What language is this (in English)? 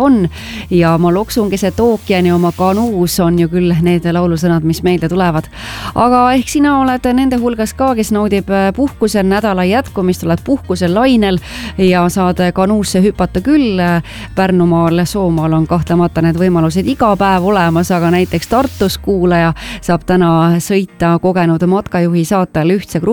Estonian